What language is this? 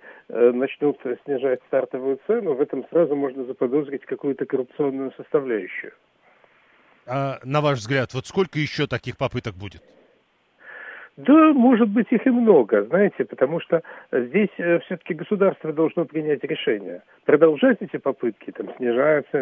Russian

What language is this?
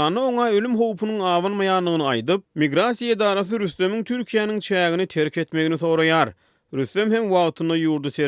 Turkmen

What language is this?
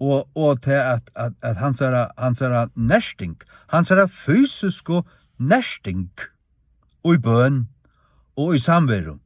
Faroese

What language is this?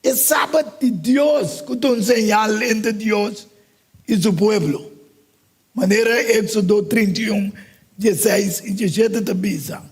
Papiamento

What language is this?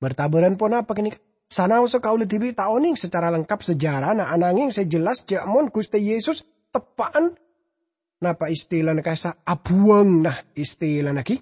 Madurese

